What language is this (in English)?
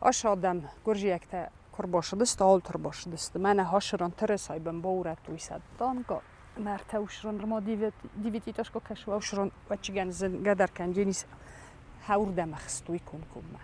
Ossetic